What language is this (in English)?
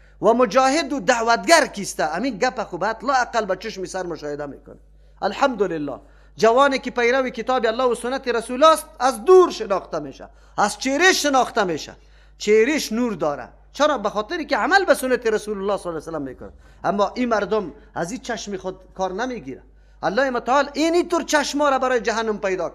Persian